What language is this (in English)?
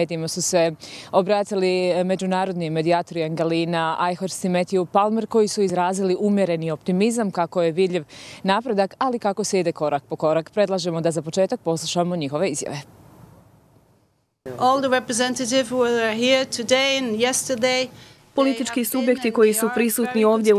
Croatian